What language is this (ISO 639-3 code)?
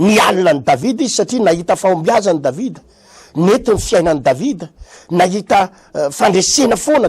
mlg